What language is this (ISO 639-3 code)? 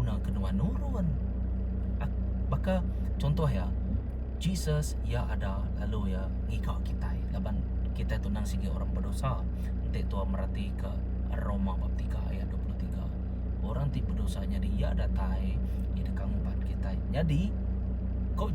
iba